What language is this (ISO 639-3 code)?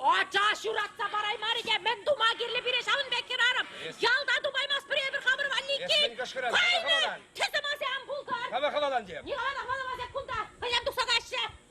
chv